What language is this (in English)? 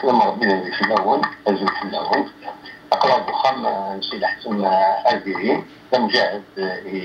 Kabyle